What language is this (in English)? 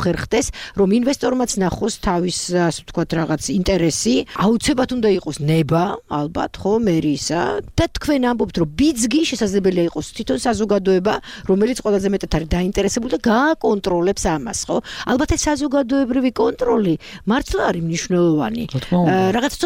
Georgian